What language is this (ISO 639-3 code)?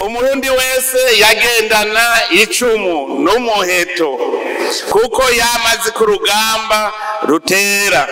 run